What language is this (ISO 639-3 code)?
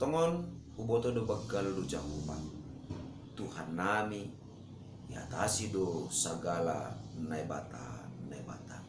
bts